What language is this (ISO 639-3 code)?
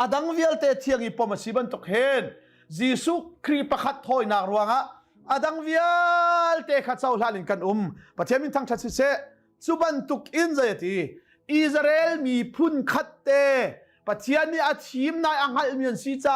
cnh